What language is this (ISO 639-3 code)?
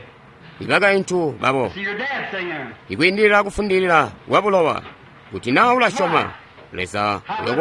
toi